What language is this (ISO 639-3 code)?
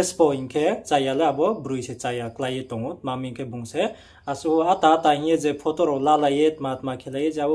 ria